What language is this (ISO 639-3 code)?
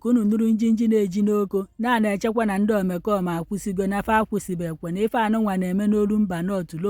ibo